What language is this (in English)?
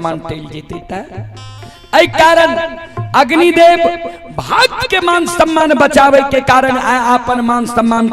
Maithili